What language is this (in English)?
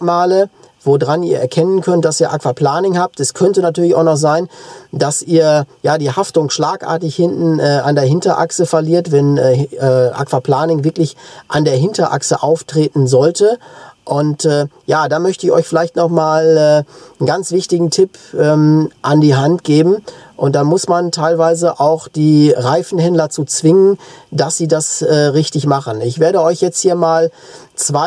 German